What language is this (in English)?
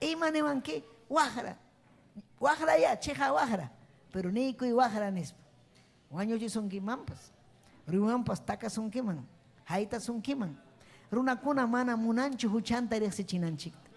Ayacucho Quechua